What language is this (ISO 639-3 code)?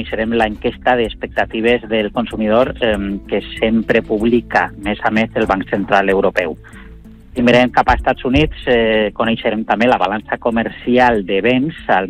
cat